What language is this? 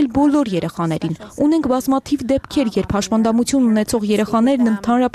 Armenian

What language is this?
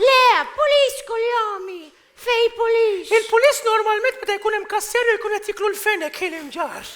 Maltese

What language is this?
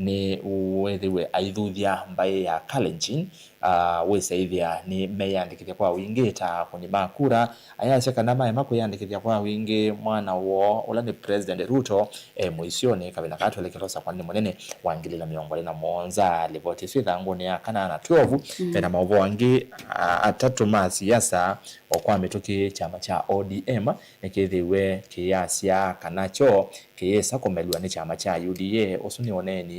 Kamba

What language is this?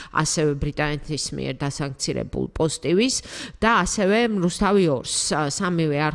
Georgian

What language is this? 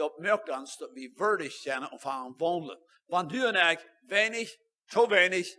Plautdietsch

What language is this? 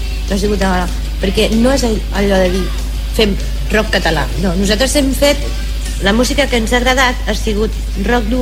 Catalan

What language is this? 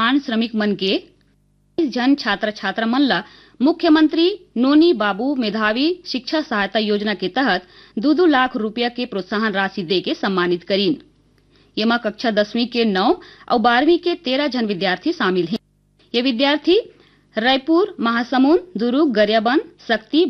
Chhattisgarhi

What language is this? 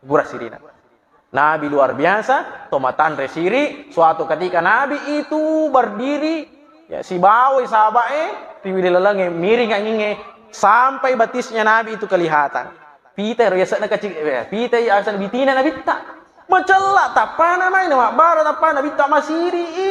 Buginese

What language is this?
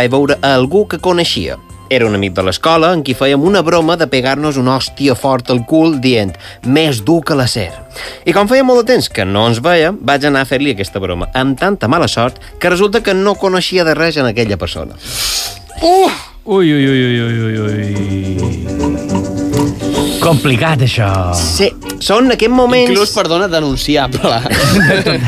Catalan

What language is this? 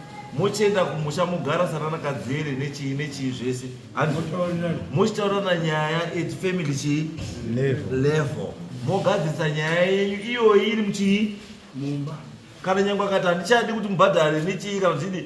Shona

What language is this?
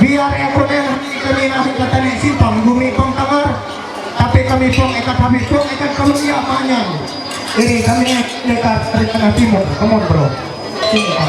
Ma'anyan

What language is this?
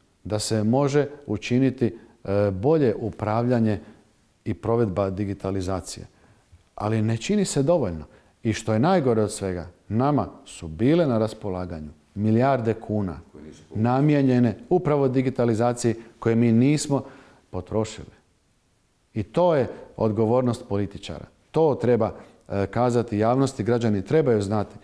Croatian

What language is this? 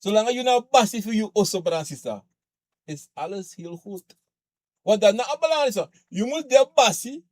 Sranan Tongo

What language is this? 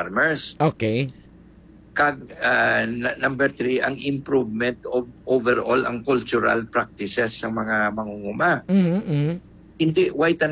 Hiligaynon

